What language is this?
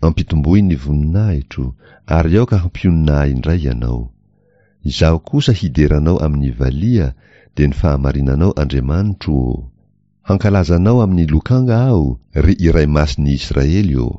Malagasy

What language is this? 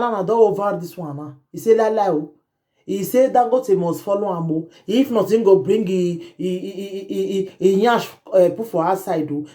Nigerian Pidgin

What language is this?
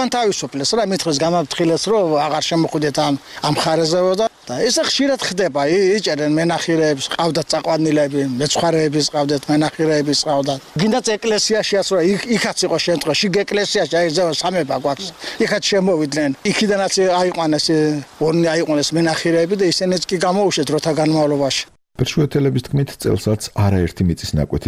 Georgian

